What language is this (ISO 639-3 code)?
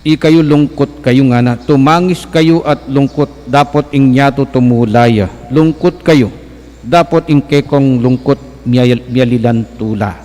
pam